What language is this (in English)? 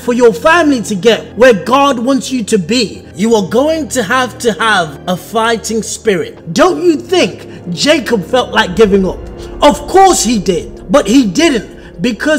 English